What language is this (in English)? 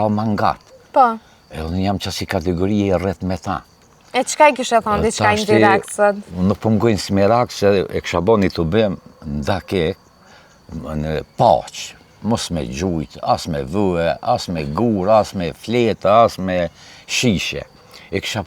Albanian